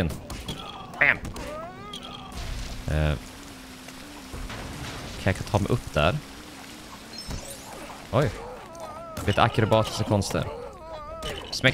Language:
Swedish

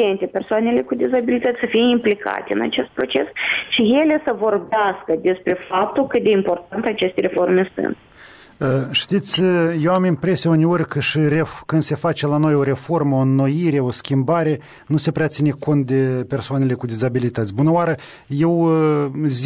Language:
Romanian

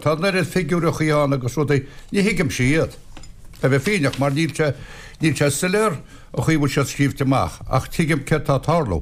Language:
Irish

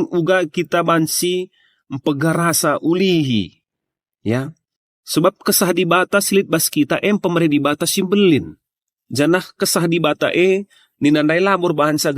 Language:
Batak Karo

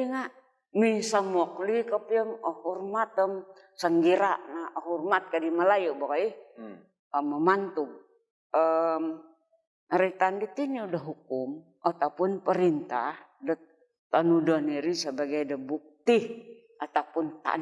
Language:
Central Dusun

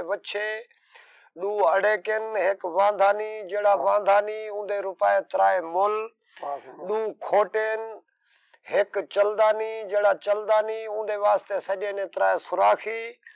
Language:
Saraiki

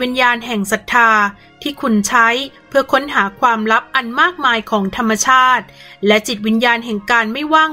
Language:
Thai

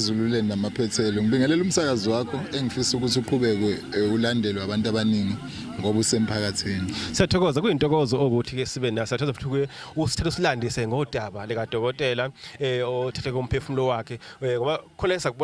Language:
Zulu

